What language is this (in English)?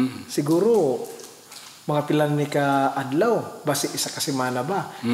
Hiligaynon